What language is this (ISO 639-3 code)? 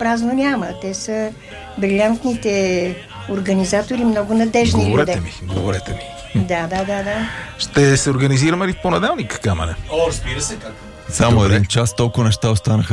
bul